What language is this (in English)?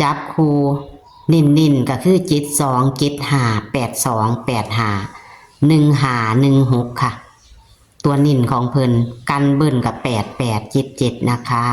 Northeastern Thai